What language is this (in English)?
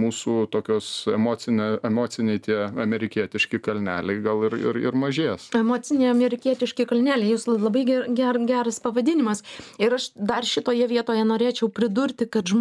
Lithuanian